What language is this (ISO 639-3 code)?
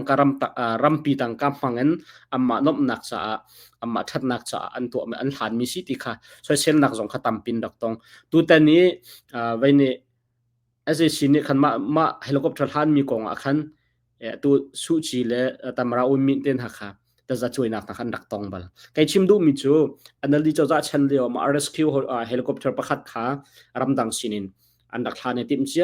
cnh